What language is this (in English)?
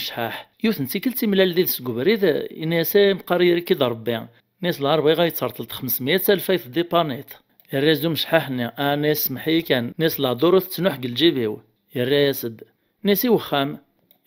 Kabyle